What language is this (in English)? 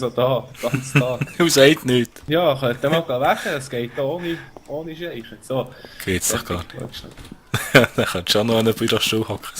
Swiss German